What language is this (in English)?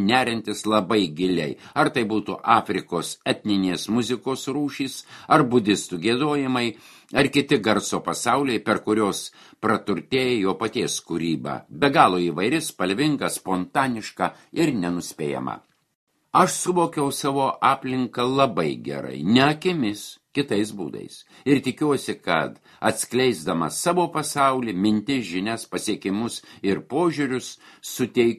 Lithuanian